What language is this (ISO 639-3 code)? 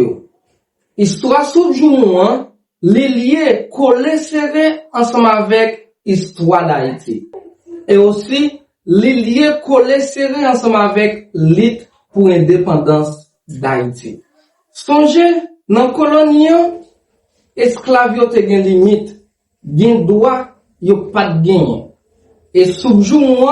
hat